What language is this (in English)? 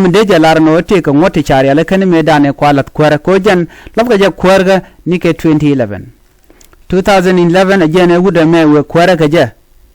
Nuer